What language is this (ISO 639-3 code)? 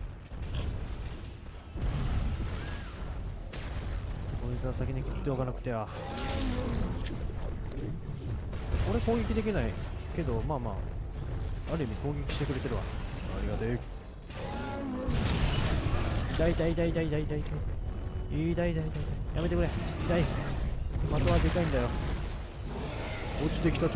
jpn